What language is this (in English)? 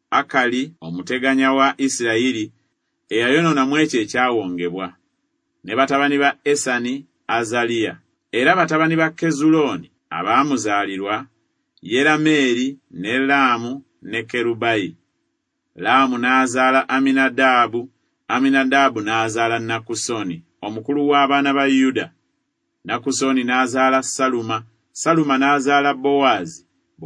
Ganda